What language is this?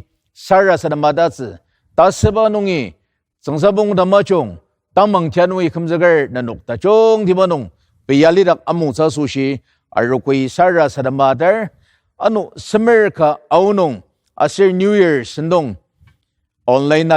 Ao Naga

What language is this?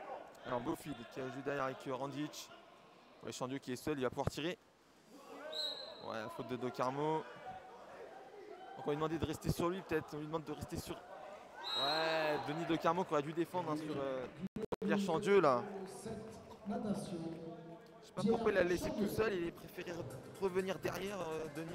French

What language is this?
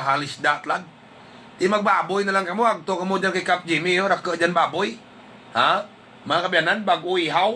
Hiligaynon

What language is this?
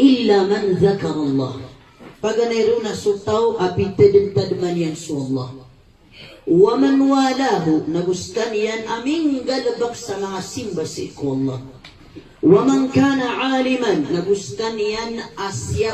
Maranao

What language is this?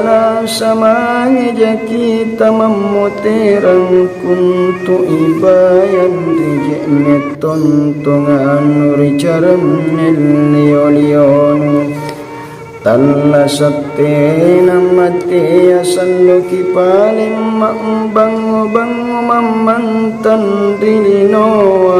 Makasar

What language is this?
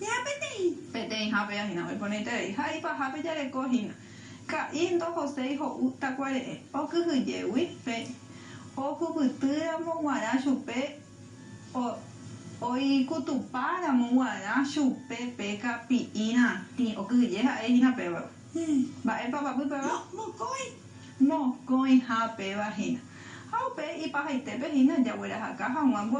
Guarani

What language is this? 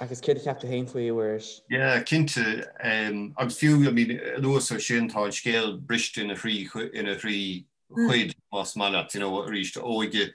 Irish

